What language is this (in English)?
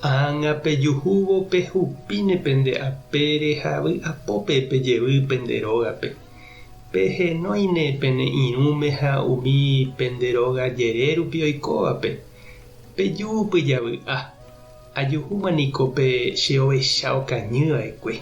Guarani